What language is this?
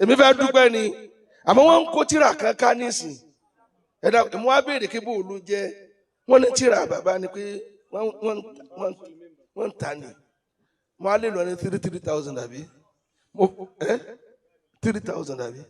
Yoruba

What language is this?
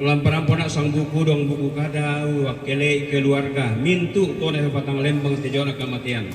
Toraja-Sa'dan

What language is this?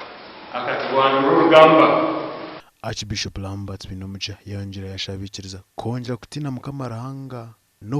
Nyankole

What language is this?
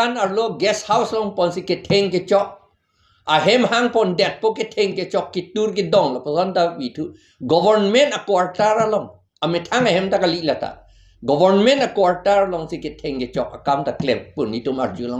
Karbi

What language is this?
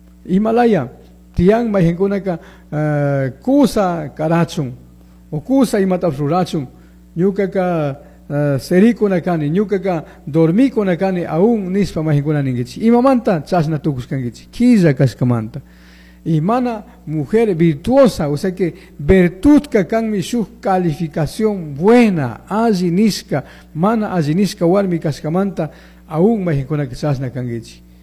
Chimborazo Highland Quichua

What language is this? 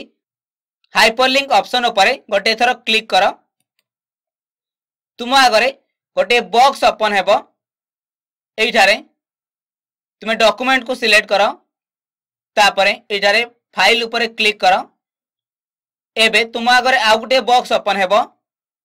Odia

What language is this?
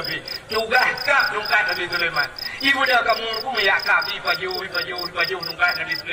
Achinese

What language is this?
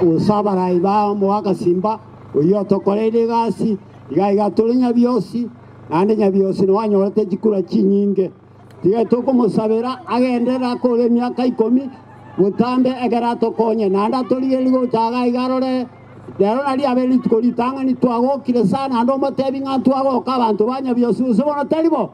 Gusii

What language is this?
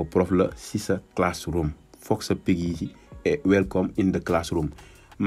Wolof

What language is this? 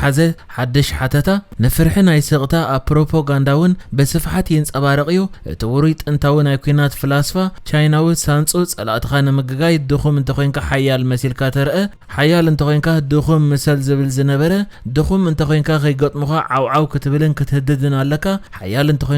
Tigrinya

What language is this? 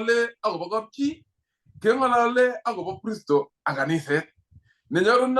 Kalenjin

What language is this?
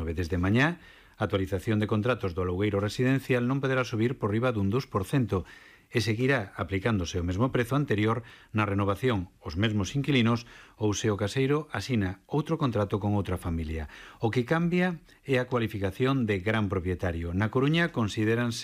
Galician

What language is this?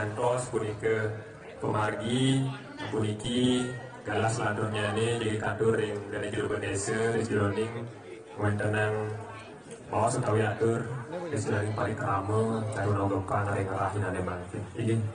Balinese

